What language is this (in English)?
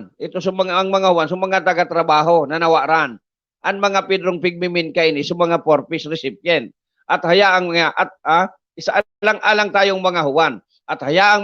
Bikol